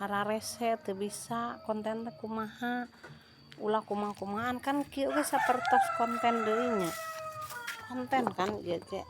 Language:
Sundanese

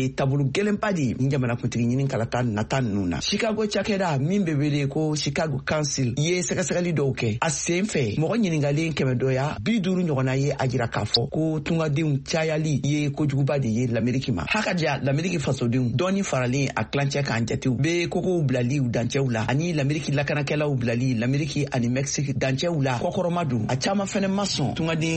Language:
Bambara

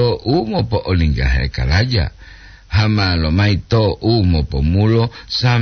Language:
Gorontalo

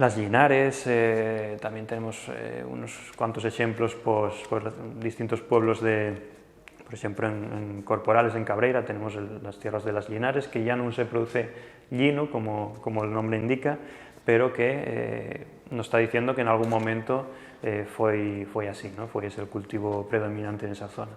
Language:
Asturian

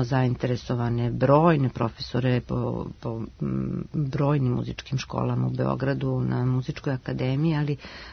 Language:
Serbian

